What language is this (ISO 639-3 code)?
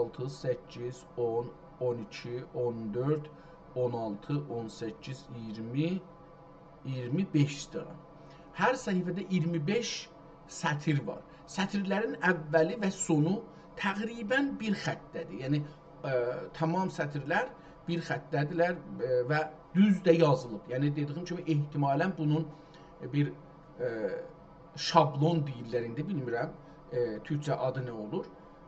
azb